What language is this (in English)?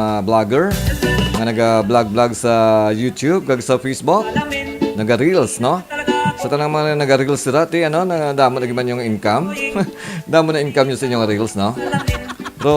Hiligaynon